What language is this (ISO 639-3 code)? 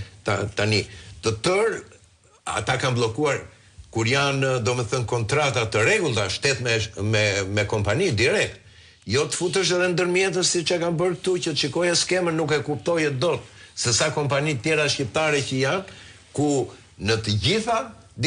sqi